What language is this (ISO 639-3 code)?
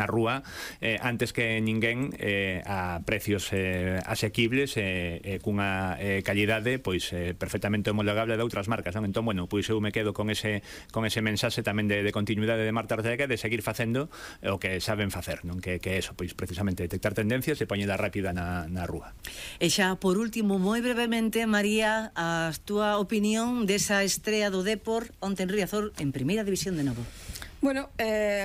glg